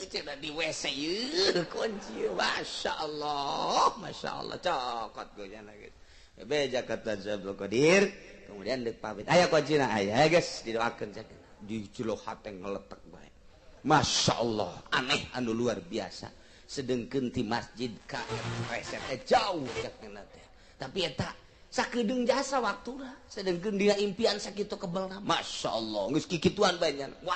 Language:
Sundanese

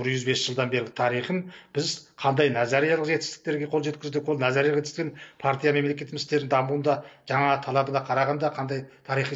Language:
Kazakh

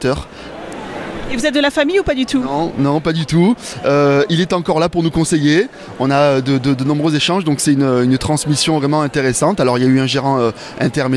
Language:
French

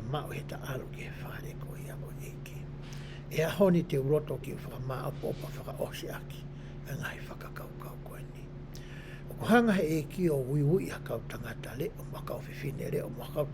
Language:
Tongan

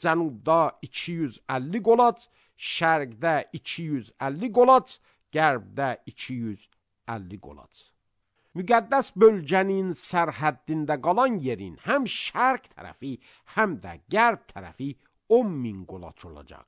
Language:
Azerbaijani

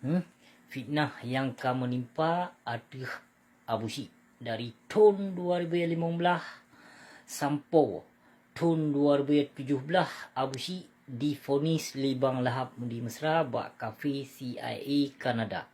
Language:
Achinese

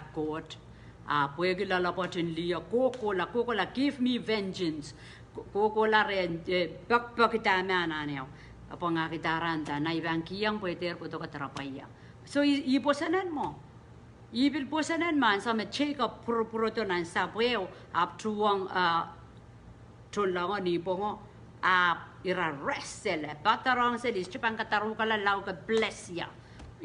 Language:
Pohnpeian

